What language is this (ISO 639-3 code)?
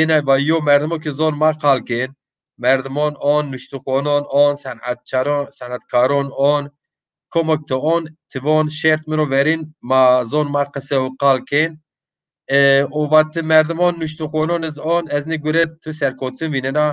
zza